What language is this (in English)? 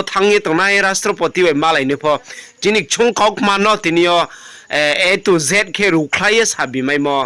Riang (India)